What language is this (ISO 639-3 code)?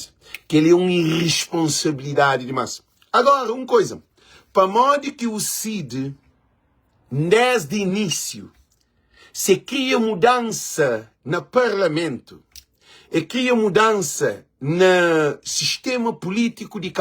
kea